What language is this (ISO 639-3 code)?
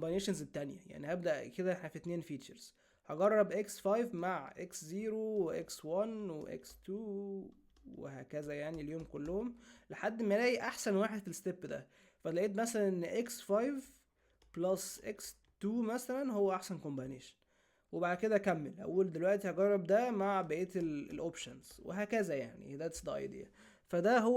arz